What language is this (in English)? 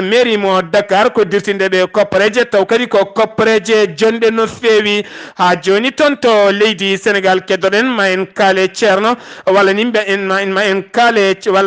Fula